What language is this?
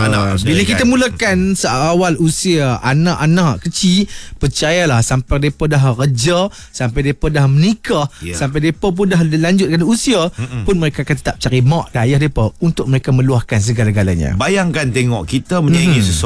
Malay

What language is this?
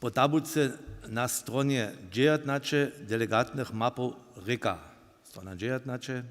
Upper Sorbian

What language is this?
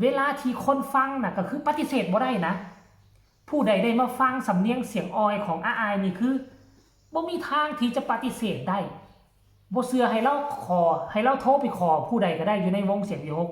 Northeastern Thai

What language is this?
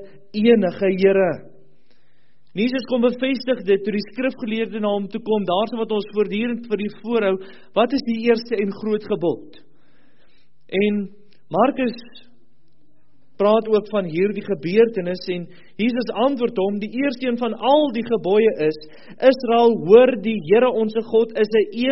Afrikaans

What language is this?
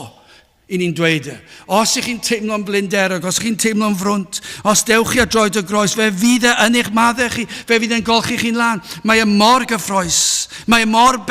Welsh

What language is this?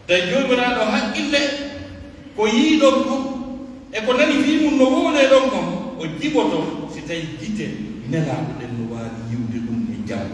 Pular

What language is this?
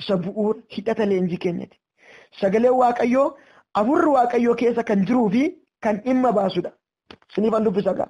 Oromo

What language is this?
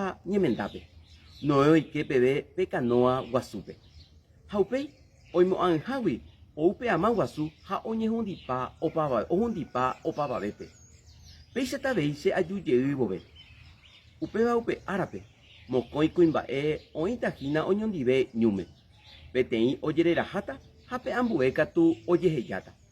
Guarani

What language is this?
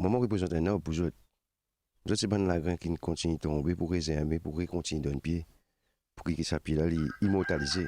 Morisyen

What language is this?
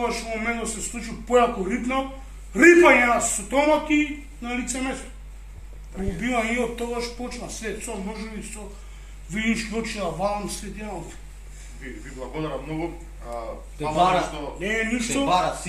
Macedonian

